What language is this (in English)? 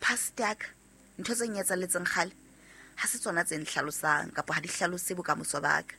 Southern Sotho